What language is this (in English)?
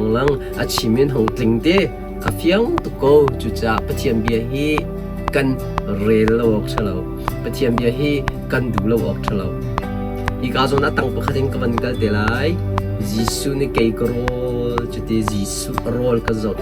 Hakha Chin